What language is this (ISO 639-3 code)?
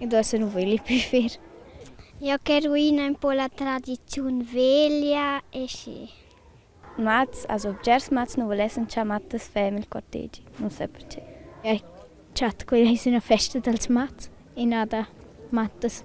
roh